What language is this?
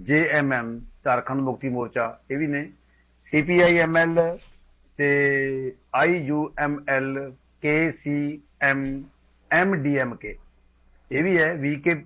Punjabi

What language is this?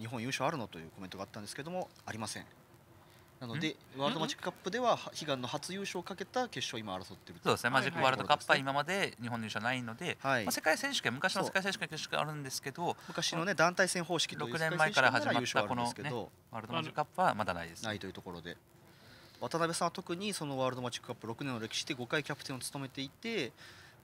Japanese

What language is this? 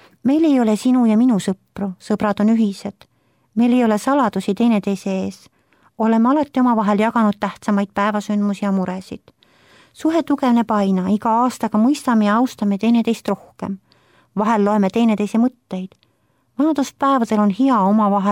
Estonian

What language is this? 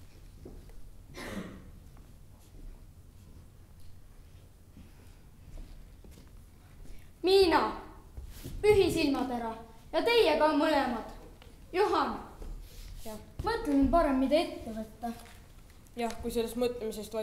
Estonian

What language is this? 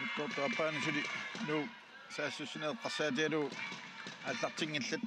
Kalaallisut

